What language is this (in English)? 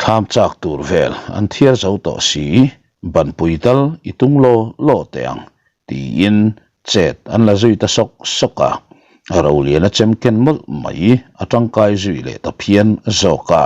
Mizo